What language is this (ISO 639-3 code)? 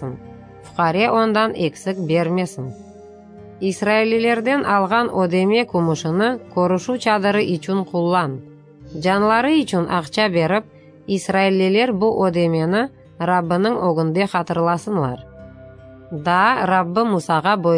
crh